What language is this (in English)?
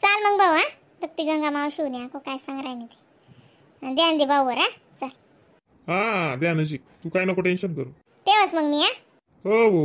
Khandesi